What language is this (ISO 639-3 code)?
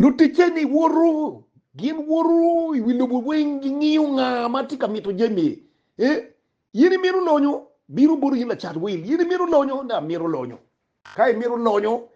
ach